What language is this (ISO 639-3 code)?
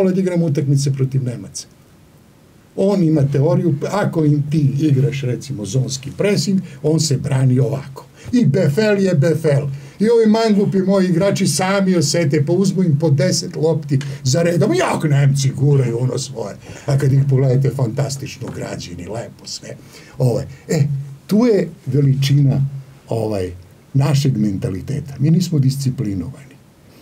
srp